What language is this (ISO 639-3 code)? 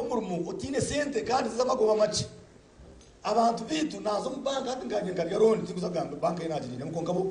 nyn